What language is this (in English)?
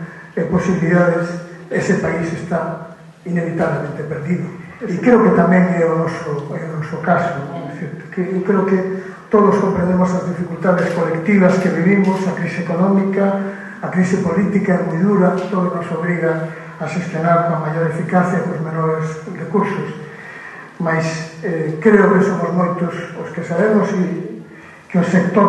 Galician